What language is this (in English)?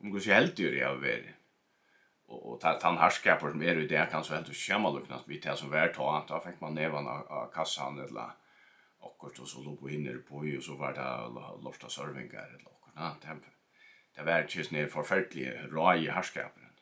Faroese